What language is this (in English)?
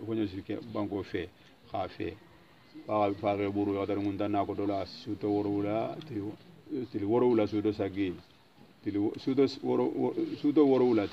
Hausa